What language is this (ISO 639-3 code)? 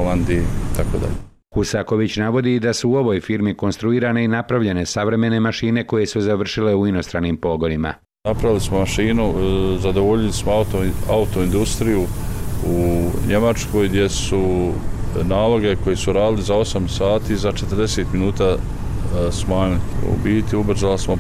bos